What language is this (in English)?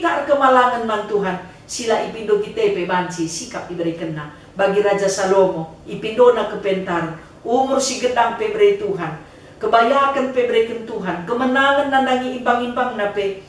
Batak Karo